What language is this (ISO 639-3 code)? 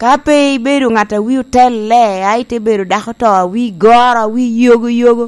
laj